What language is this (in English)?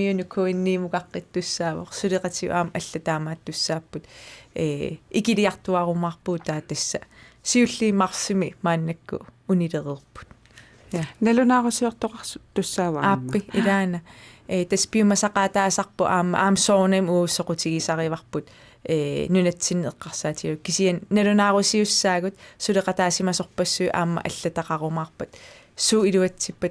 Kalaallisut